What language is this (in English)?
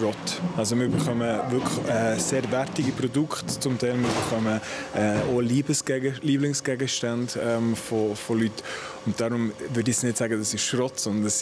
Swiss German